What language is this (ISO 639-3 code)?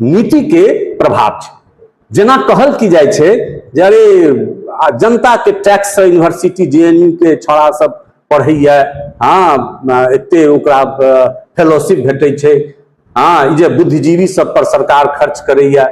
mai